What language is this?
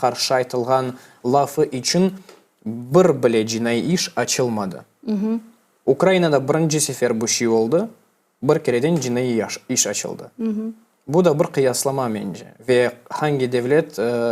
Crimean Tatar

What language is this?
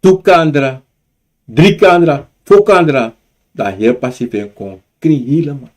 Sranan Tongo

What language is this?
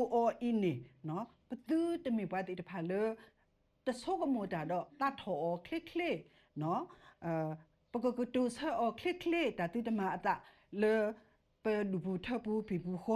S'gaw Karen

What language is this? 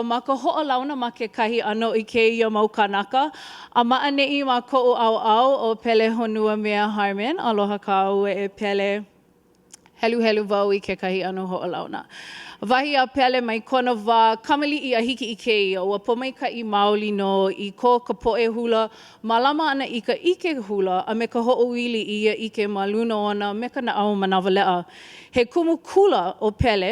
Hawaiian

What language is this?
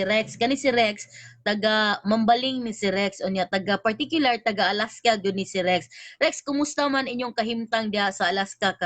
Cebuano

